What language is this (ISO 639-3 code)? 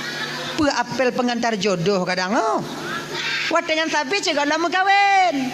ace